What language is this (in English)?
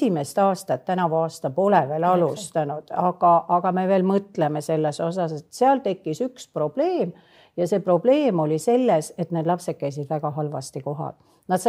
Estonian